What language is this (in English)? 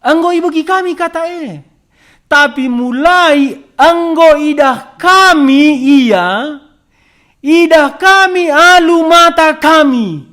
Batak Karo